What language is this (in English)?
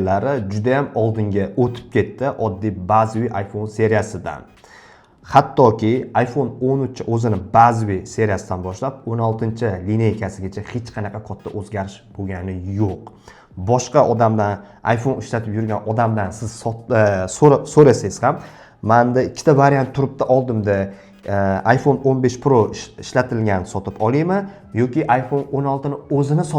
Uzbek